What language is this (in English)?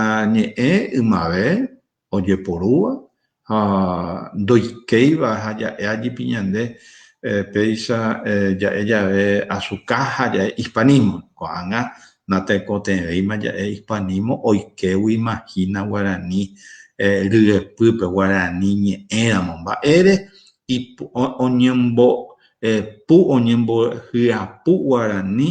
Guarani